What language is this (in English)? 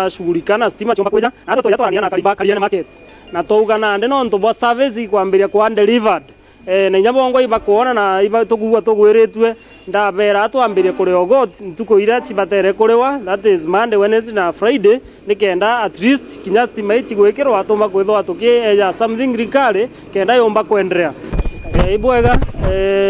Meru